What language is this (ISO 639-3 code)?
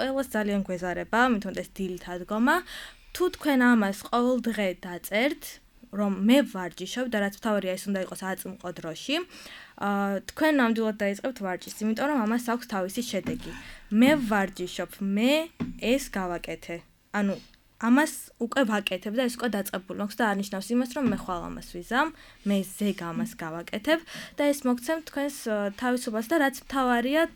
kat